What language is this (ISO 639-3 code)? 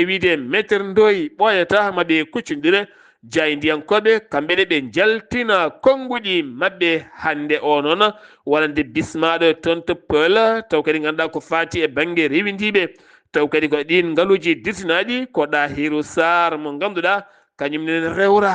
ful